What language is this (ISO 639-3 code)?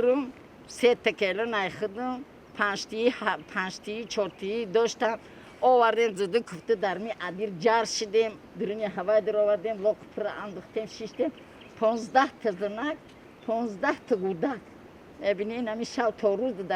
tgk